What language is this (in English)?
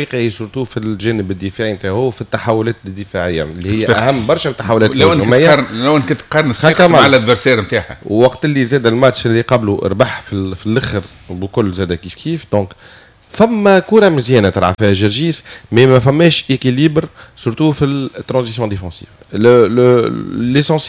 Tunisian Arabic